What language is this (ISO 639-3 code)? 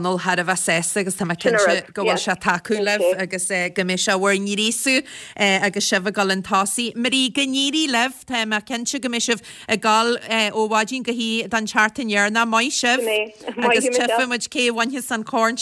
gle